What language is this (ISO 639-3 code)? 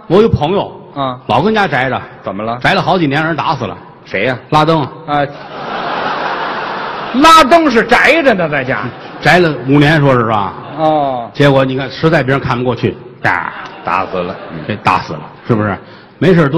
zho